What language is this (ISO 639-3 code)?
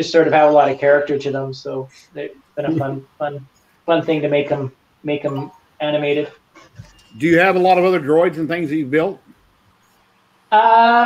eng